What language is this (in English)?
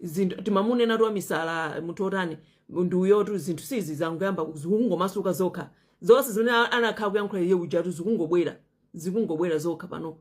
Nyanja